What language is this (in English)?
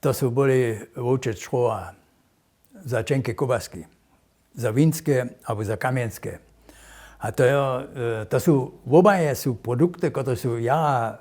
Upper Sorbian